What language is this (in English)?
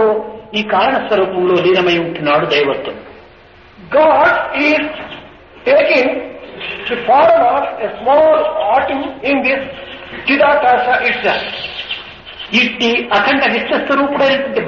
Telugu